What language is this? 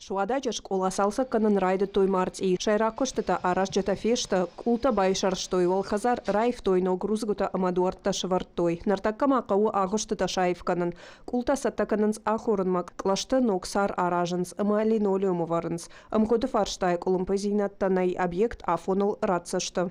Ossetic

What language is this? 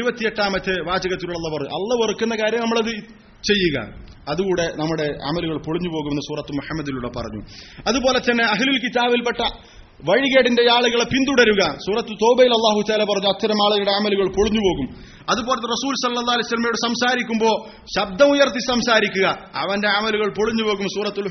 Malayalam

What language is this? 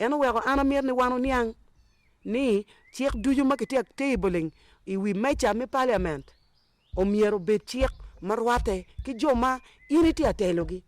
Acoli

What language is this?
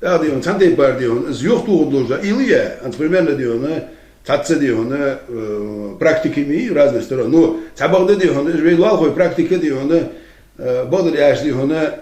Ingush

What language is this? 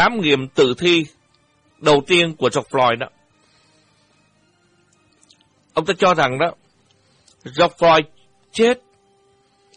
Vietnamese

